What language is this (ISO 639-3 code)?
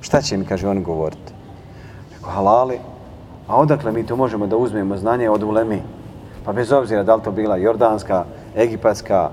bos